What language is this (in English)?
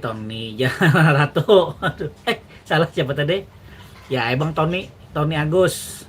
Banjar